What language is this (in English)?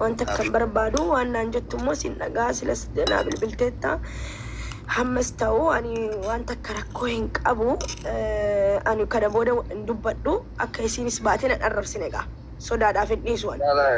Oromo